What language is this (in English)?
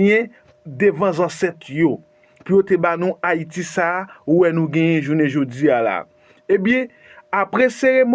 Haitian Creole